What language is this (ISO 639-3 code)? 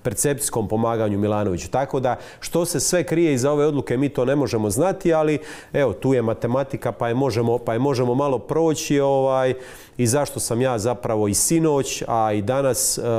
hrv